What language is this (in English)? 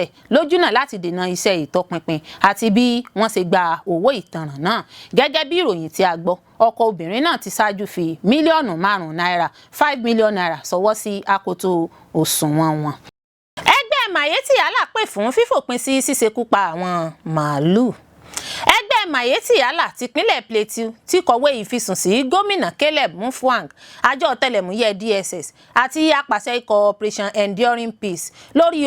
Yoruba